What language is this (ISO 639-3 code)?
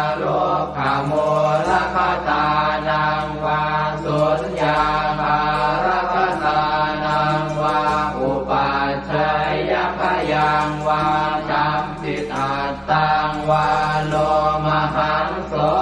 pli